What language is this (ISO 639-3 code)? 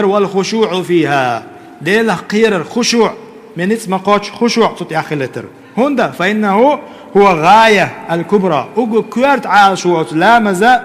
che